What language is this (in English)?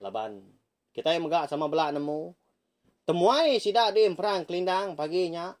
Iban